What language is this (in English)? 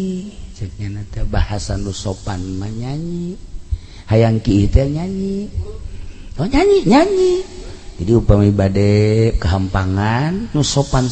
Sundanese